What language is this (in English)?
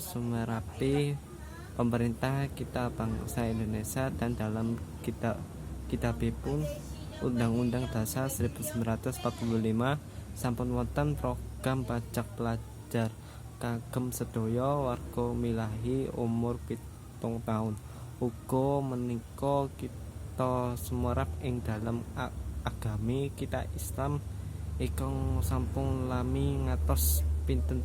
Javanese